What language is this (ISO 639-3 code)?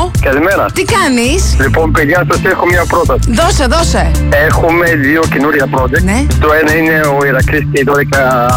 ell